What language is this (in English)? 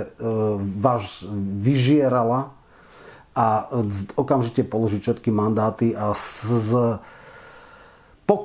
Slovak